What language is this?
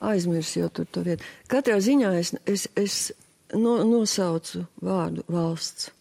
Latvian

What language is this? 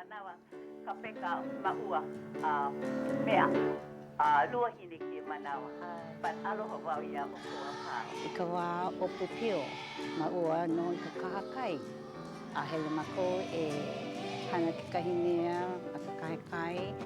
Hawaiian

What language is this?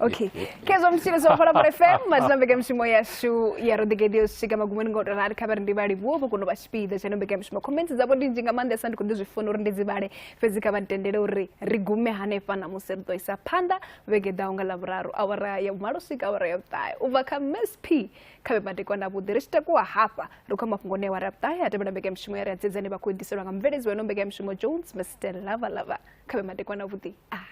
Venda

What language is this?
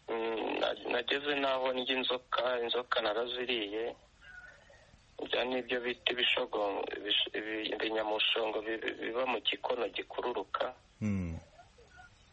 Kinyarwanda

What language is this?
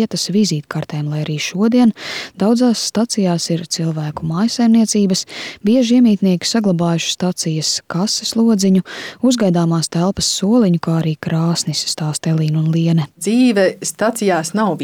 Latvian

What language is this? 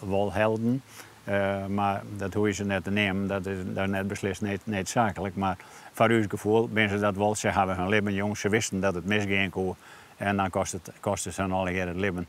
Western Frisian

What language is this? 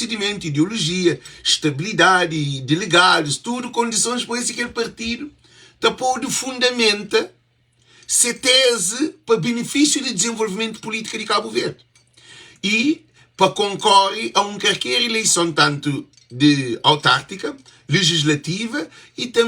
Kabuverdianu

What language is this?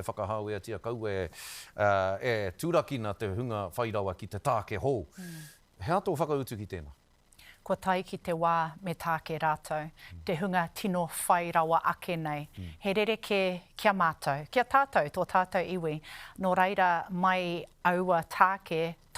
Māori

